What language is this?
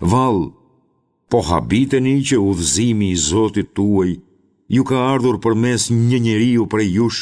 Albanian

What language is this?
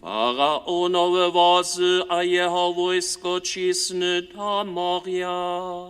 Upper Sorbian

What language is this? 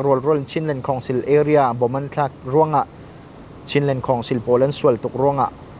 Falam Chin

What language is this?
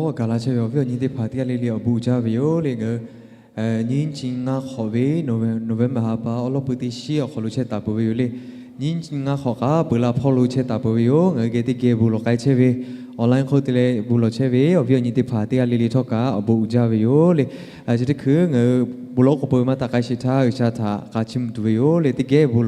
Lahu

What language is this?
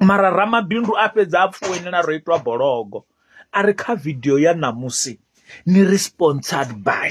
Venda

